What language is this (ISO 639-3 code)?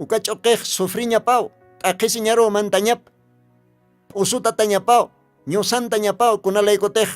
aym